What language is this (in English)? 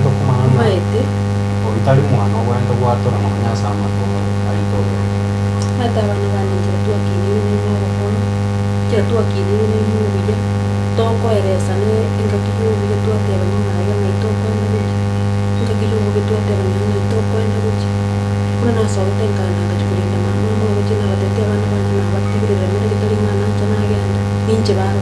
Gusii